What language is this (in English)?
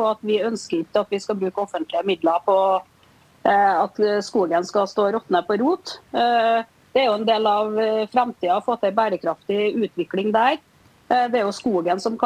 Norwegian